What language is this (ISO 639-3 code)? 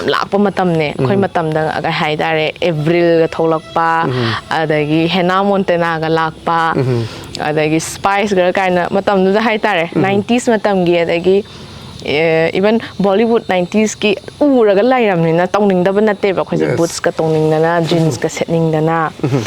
mni